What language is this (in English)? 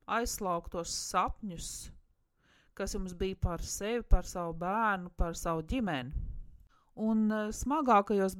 Latvian